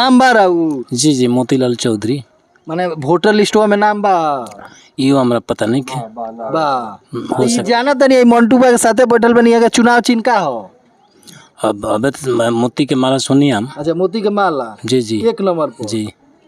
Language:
Bhojpuri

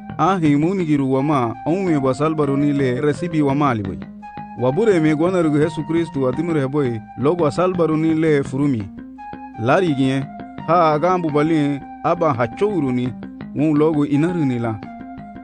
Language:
Garifuna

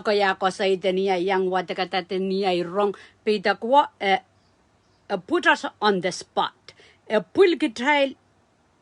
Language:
Pohnpeian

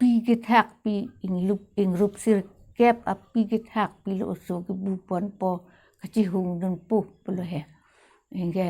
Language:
Karbi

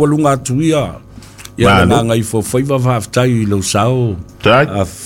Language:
Samoan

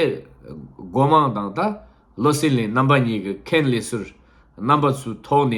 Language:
Tibetan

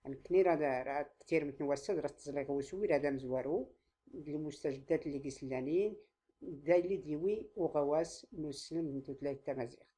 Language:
Tachelhit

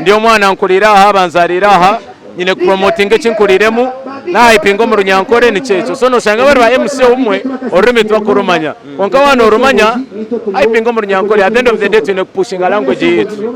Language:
Nyankole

